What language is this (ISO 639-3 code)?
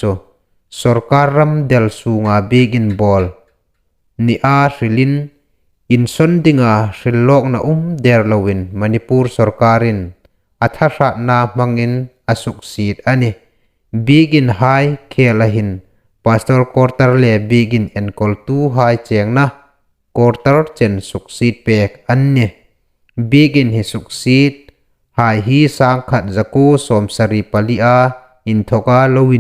hmr